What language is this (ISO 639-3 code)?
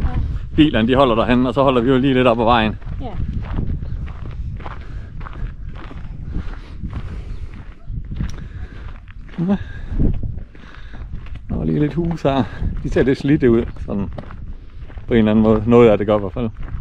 dan